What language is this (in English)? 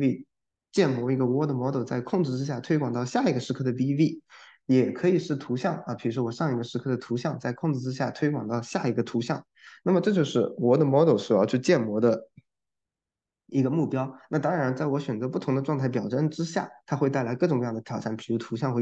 Chinese